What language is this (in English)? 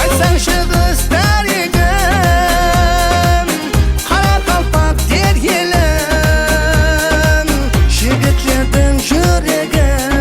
Kara-Kalpak